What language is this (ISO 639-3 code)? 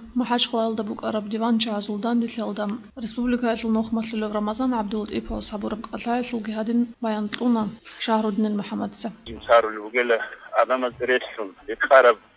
ava